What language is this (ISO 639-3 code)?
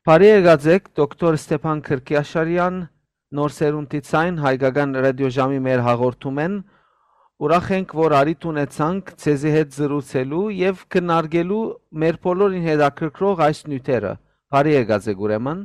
hyw